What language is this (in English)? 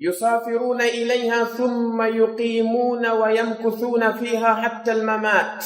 Pular